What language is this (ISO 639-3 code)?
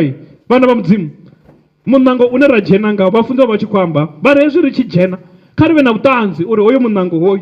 ven